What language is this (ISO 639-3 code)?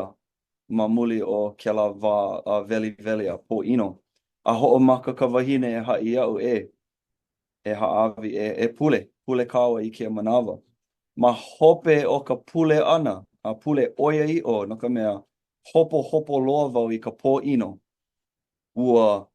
haw